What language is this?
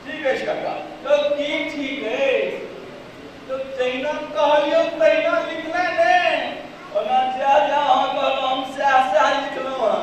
Maithili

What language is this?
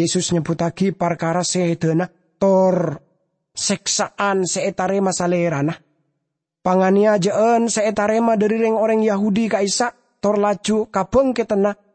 Madurese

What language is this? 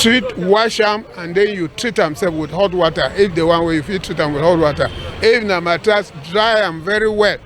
Cameroon Pidgin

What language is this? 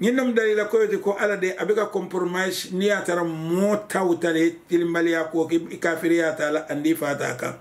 Mandingo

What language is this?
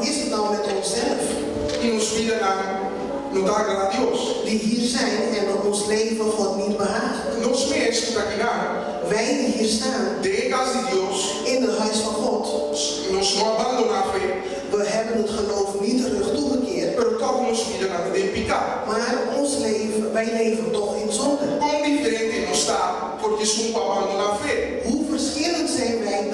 Papiamento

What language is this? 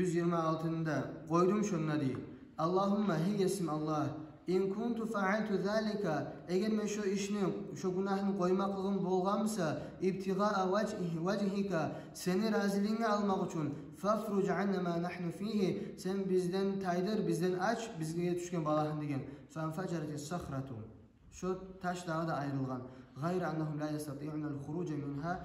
Kumyk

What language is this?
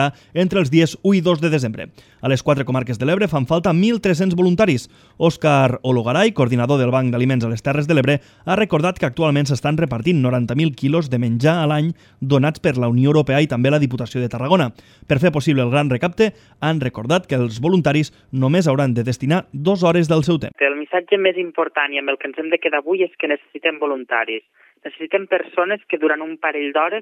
Catalan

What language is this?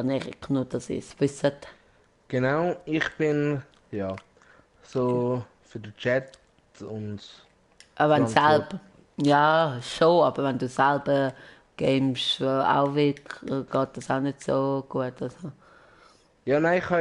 Swiss German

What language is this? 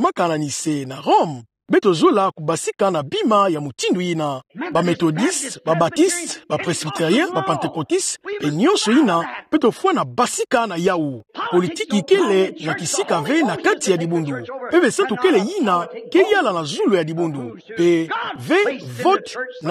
Kituba (Democratic Republic of Congo)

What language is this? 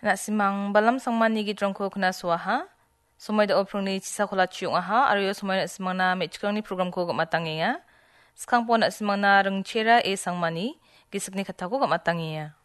Garo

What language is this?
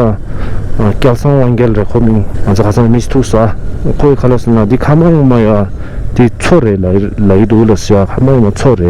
Tibetan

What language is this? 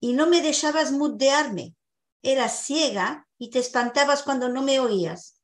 Ladino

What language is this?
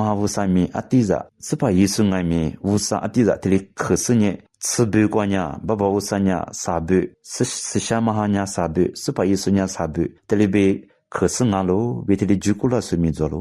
Lisu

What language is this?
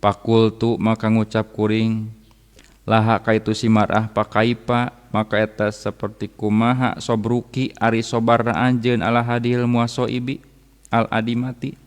Sundanese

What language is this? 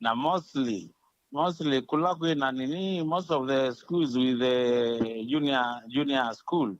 Kamba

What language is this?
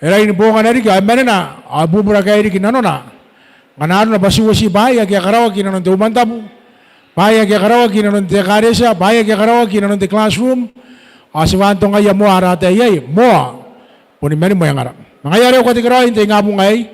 Gilbertese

